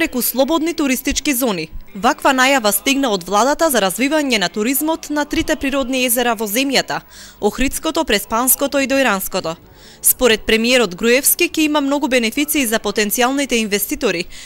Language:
Macedonian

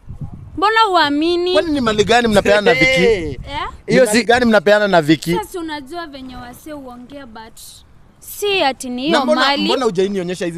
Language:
Swahili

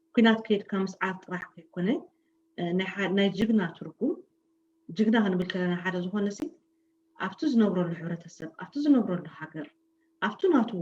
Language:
Tigrinya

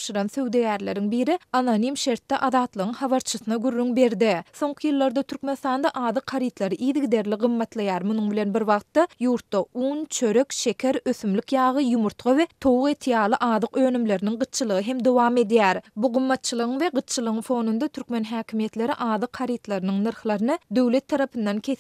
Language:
Turkmen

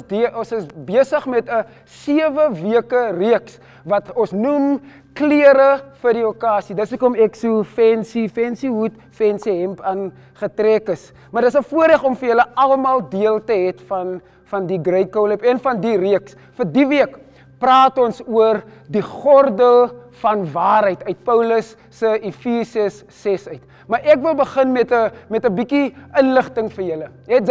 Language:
Afrikaans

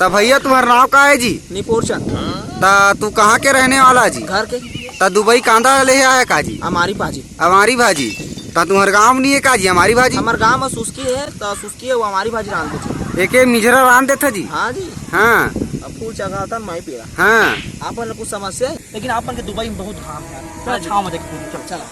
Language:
Chhattisgarhi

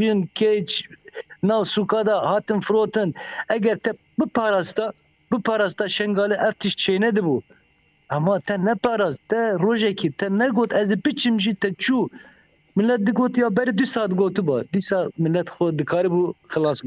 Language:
Kurdish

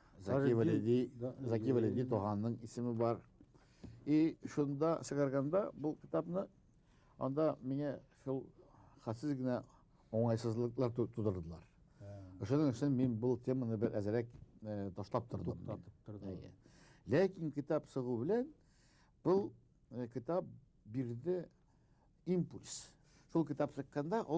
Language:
Bashkir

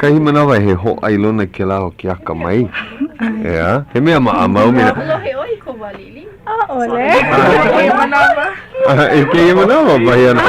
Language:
Hawaiian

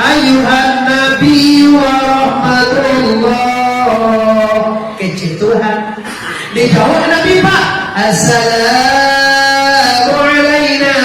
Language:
Minangkabau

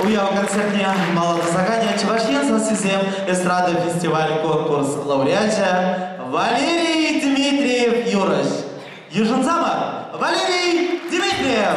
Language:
Chuvash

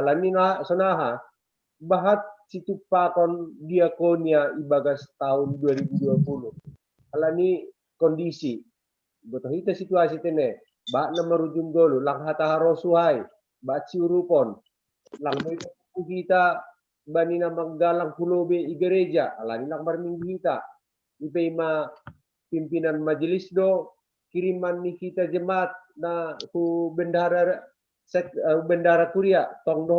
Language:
Batak Simalungun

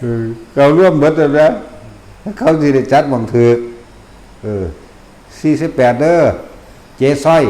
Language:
Northeastern Thai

